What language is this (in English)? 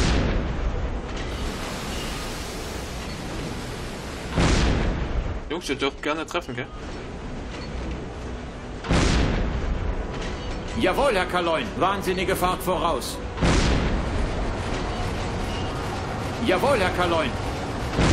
German